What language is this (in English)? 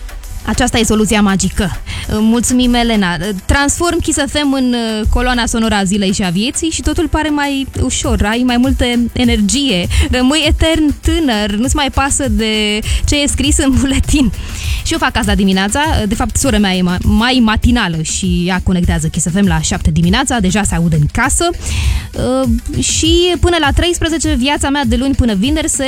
Romanian